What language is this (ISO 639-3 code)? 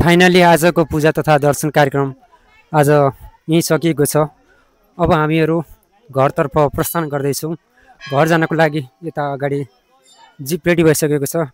nep